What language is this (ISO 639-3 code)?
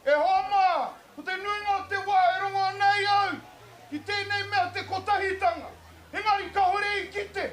mri